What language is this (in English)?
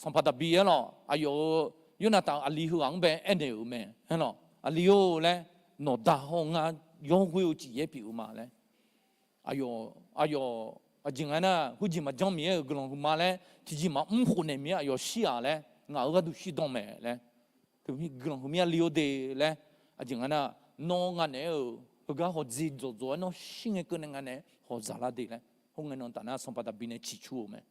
Akha